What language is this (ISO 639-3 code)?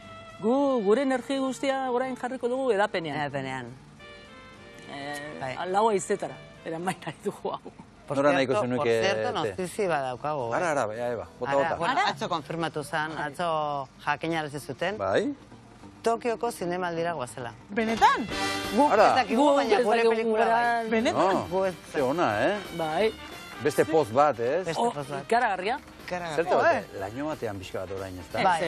eus